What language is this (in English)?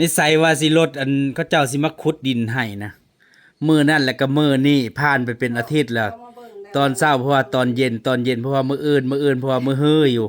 Northeastern Thai